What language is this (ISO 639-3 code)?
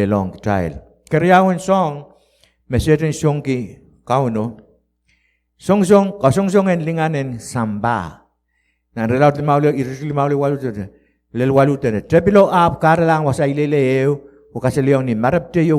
pon